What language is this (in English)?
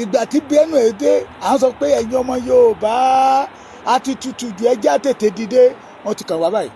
Yoruba